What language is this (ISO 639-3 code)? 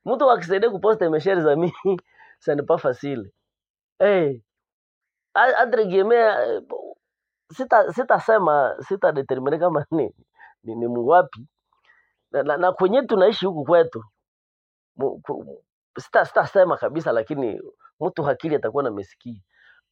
swa